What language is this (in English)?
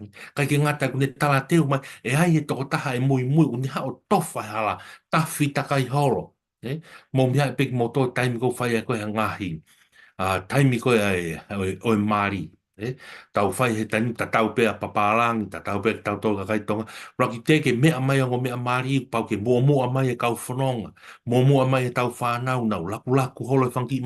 Tongan